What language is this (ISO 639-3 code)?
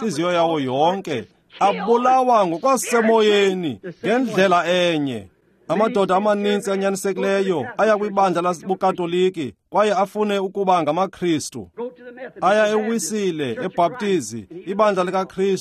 xho